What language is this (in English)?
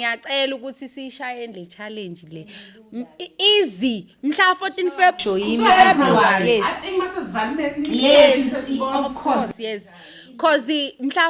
Zulu